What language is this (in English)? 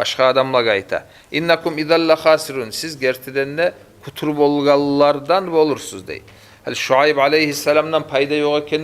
Kumyk